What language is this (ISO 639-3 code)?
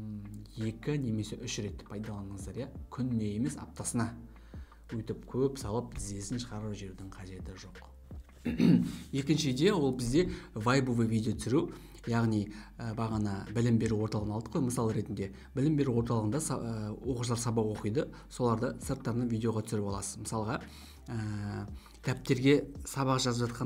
kaz